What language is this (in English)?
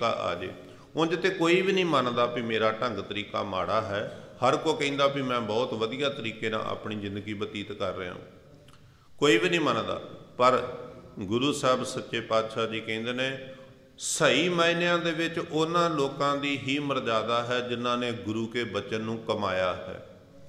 Punjabi